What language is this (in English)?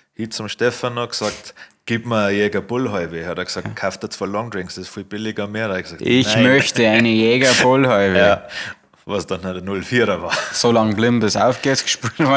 Bavarian